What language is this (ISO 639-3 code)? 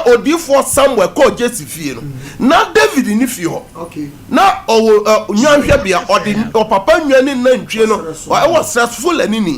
aka